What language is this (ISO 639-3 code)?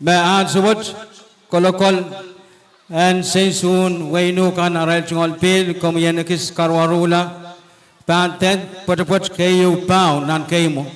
pon